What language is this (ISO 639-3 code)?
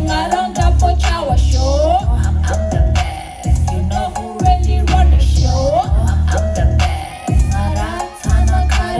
bod